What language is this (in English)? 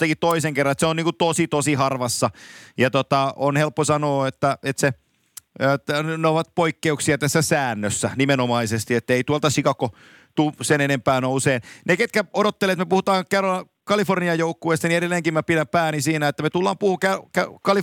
Finnish